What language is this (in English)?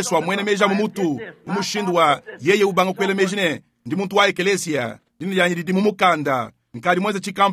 Luba-Lulua